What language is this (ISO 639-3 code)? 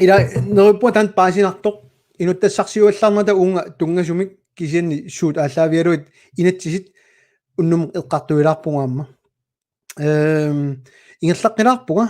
kal